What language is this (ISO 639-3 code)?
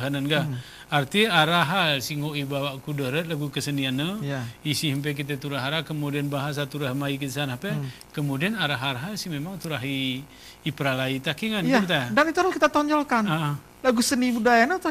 gay